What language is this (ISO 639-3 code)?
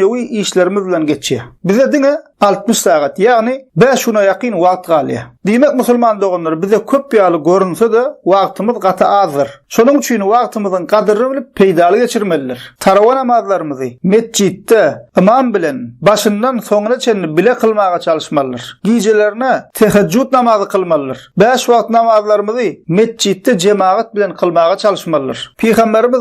tuk